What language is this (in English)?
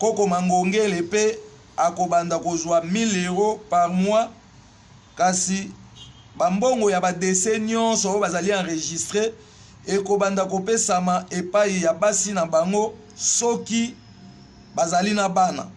Lingala